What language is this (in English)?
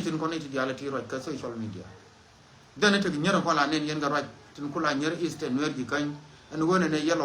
Nuer